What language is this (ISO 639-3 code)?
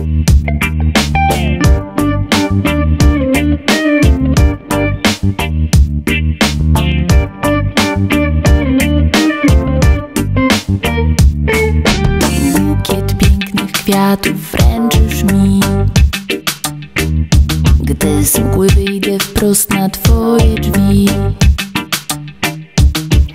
pol